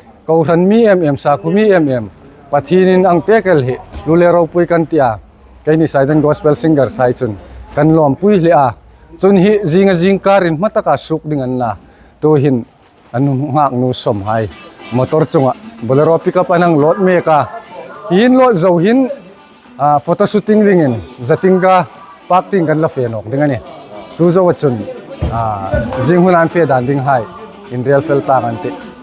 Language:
Hmar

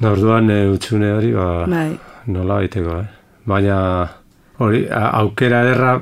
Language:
Basque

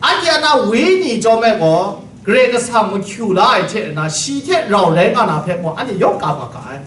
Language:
Kachin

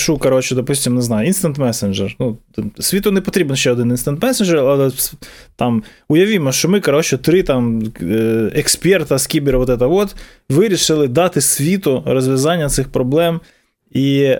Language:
Ukrainian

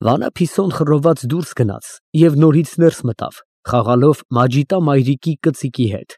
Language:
Armenian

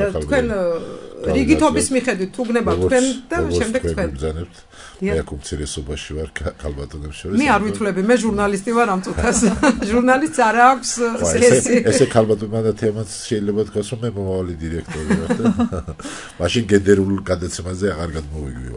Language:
Georgian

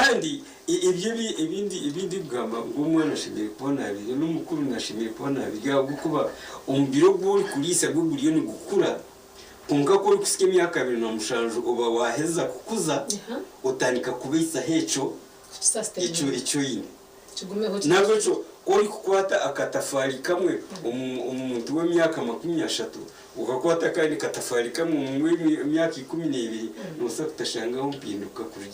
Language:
Nyankole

